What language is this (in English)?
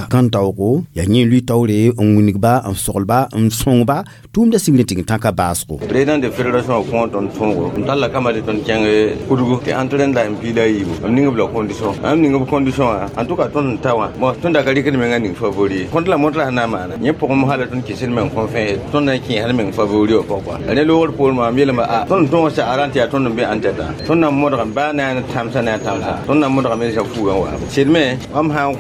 Mossi